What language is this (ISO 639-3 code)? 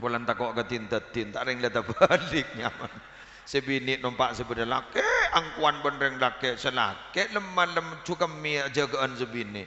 mad